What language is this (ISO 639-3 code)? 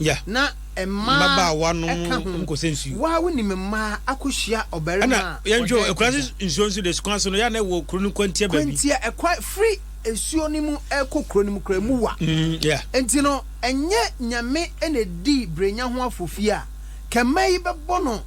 aka